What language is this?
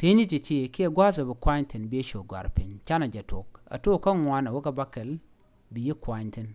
Nuer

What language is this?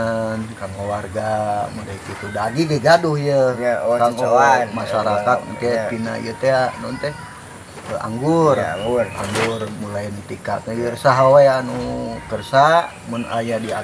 Sundanese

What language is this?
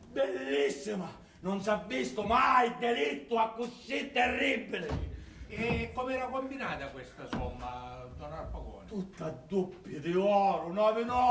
Sicilian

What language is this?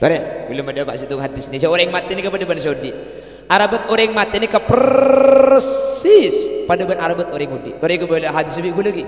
Madurese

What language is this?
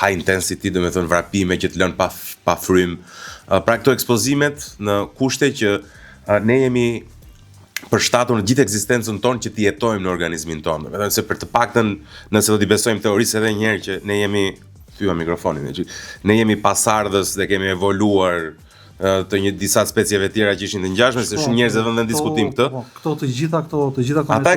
Albanian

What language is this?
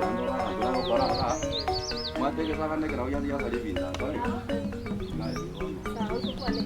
Gusii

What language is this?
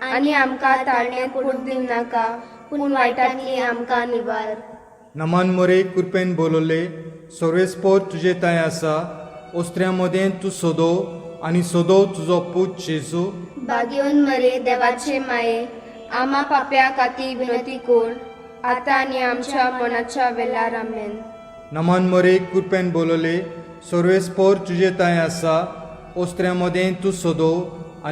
Konkani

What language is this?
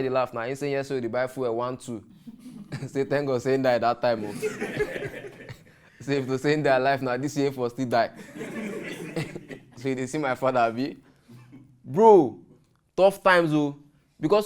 Nigerian Pidgin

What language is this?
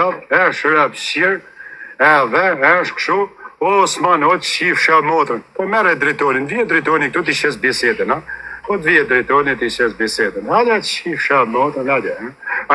Albanian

